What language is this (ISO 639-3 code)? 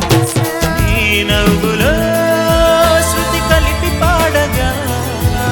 tel